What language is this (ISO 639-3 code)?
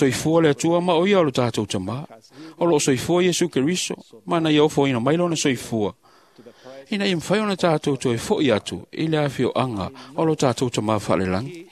smo